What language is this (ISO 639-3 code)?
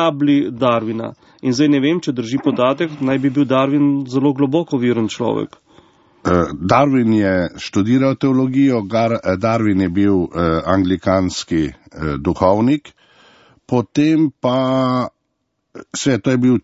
slv